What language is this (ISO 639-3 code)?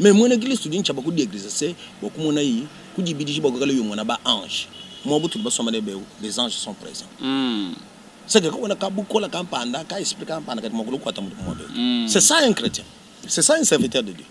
lua